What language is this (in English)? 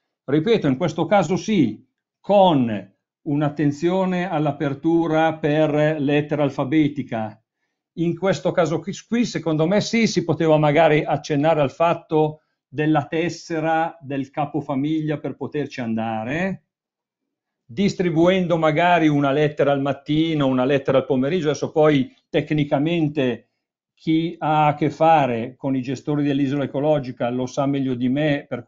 Italian